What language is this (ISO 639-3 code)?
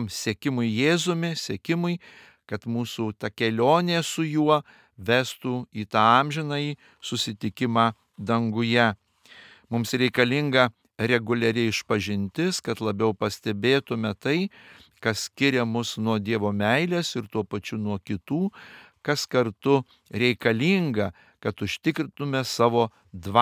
lit